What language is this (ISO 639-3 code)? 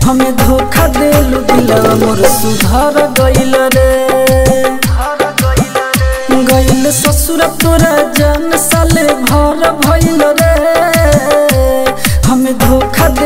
bho